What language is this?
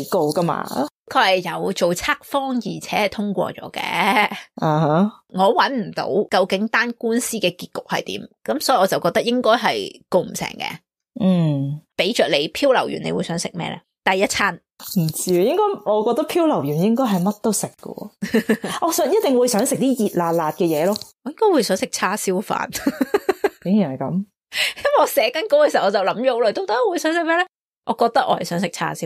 Cantonese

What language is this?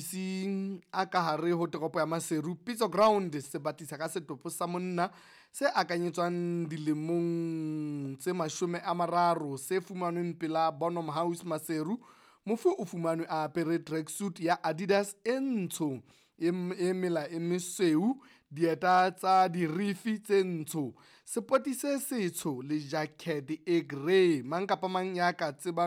Southern Sotho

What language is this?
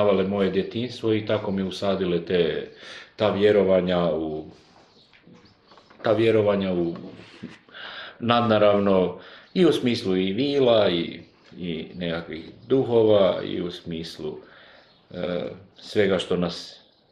Croatian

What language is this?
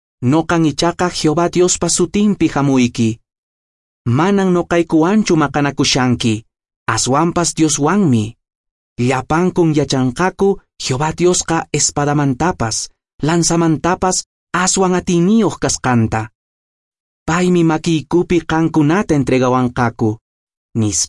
Quechua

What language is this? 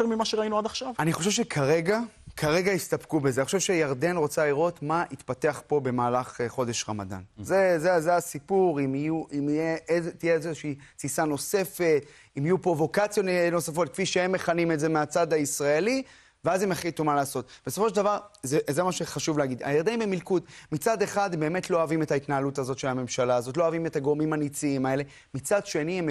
Hebrew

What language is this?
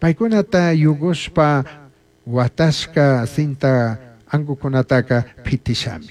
Chimborazo Highland Quichua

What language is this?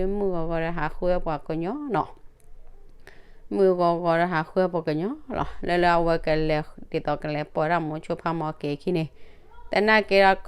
S'gaw Karen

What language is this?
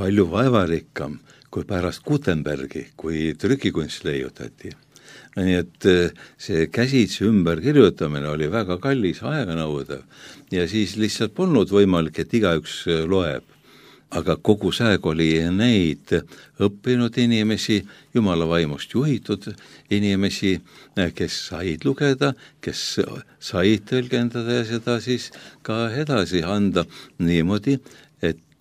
Estonian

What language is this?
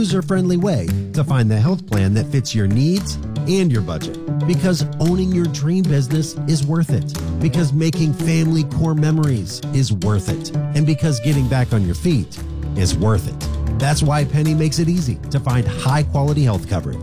English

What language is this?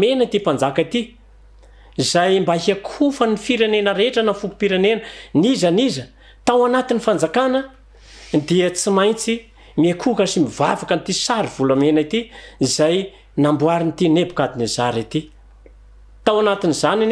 Malagasy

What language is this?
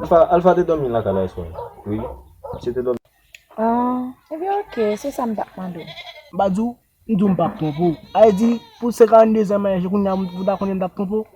Haitian Creole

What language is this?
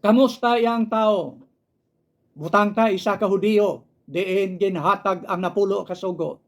Hiligaynon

